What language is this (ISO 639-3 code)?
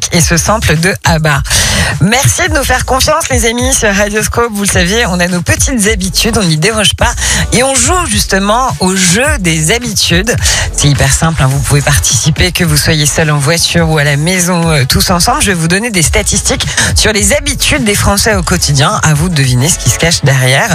fra